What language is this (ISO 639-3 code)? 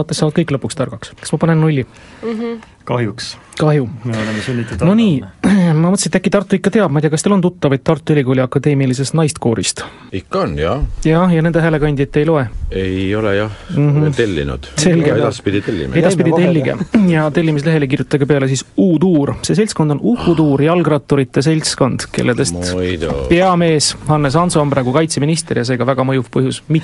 est